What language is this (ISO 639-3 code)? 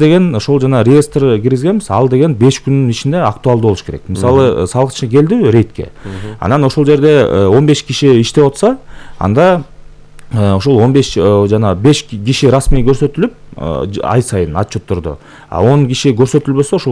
kir